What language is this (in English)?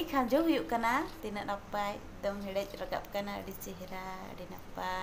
Santali